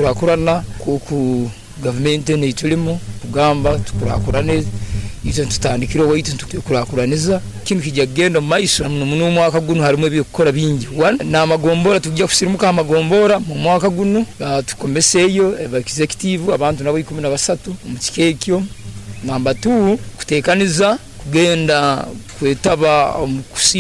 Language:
Nyoro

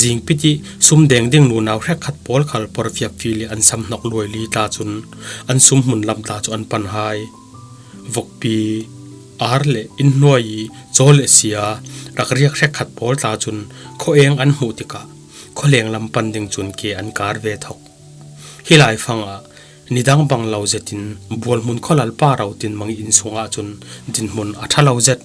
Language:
Falam Chin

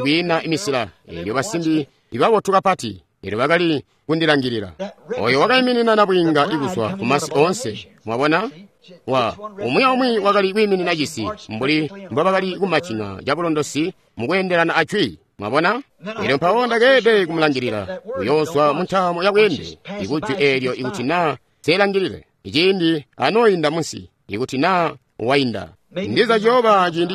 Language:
Tonga (Zambia)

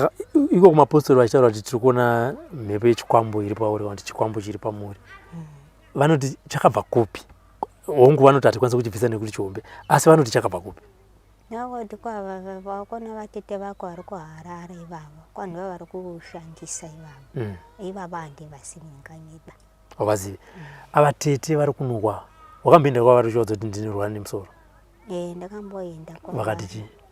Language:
Shona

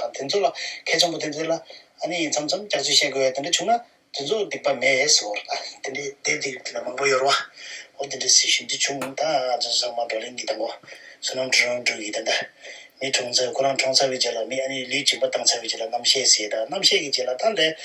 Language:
Tibetan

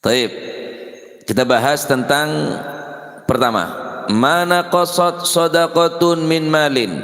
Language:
Madurese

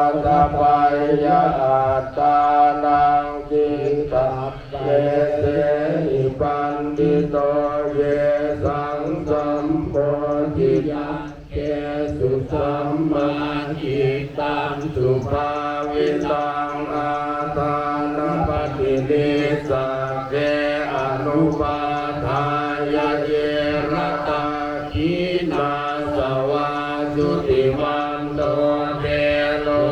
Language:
Pali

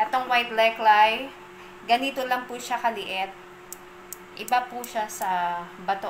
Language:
Filipino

